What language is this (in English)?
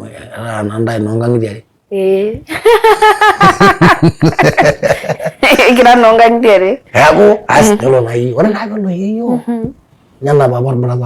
Masai